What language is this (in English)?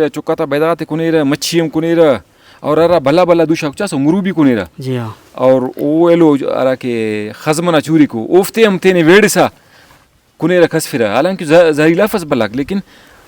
Brahui